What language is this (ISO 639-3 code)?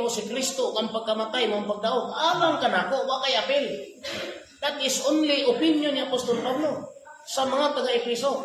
ceb